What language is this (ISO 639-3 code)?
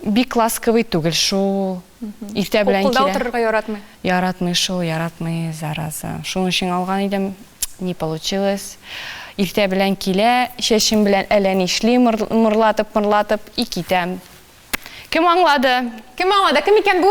tat